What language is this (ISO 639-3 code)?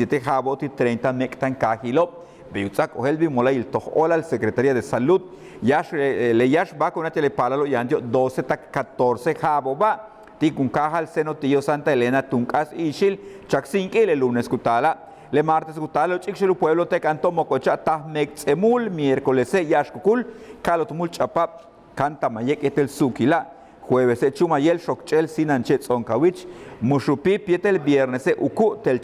yua